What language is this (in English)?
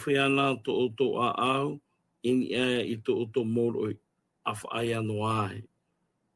Tahitian